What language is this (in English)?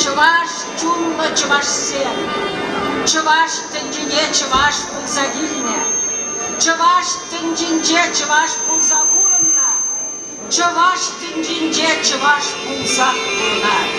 Chuvash